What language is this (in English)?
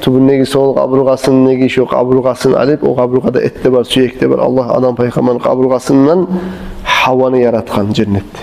Kumyk